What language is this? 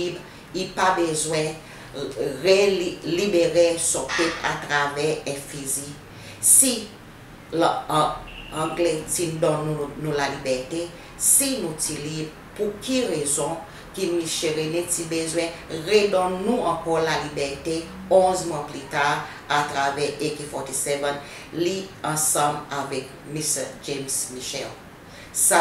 Seselwa Creole French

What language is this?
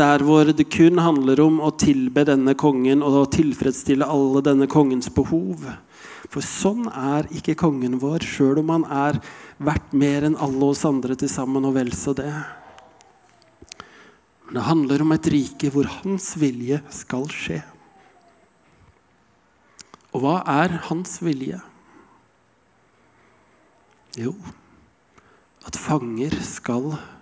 Norwegian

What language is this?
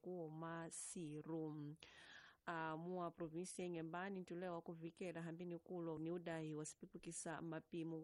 Tsonga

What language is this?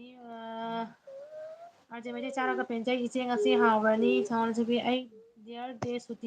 Manipuri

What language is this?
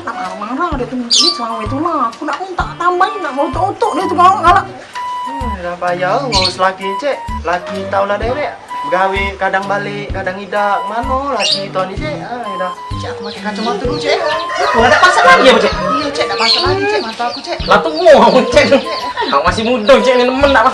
Musi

